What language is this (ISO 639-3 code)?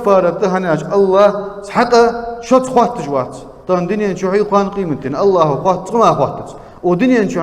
inh